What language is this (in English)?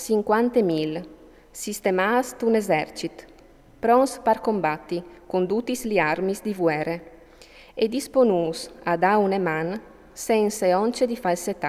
Friulian